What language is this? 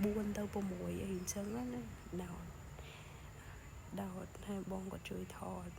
Khmer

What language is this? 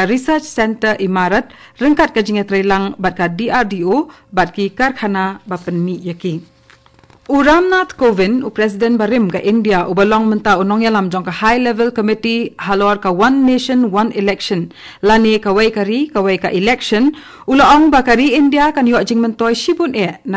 Khasi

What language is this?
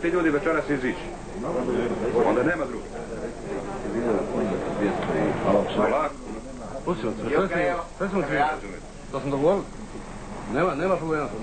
Croatian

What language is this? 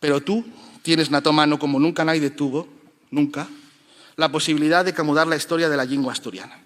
Asturian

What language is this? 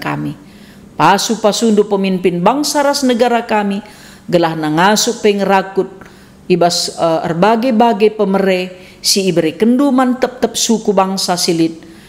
Batak Karo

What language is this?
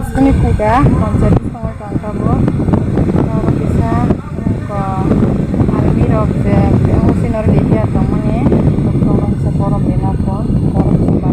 Kok Borok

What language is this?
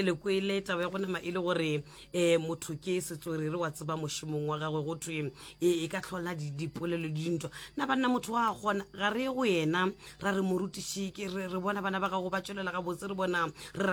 Northern Sotho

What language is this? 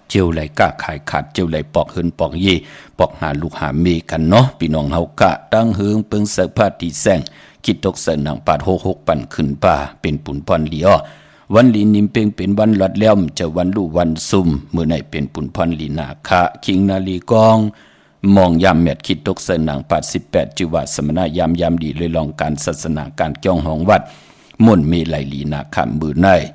Shan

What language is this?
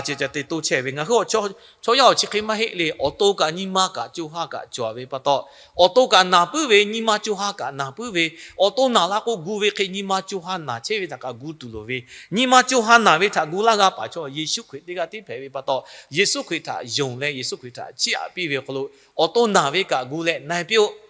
Lahu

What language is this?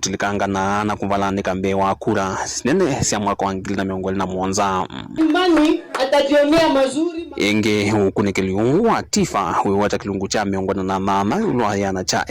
Kamba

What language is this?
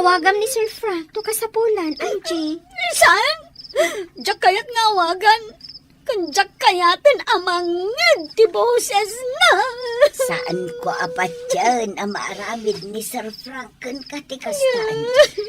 Iloko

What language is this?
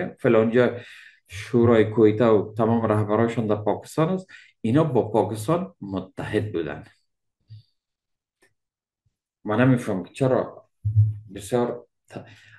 Persian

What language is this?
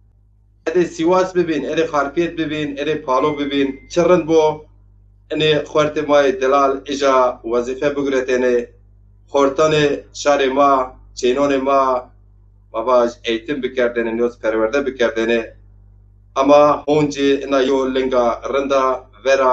Zaza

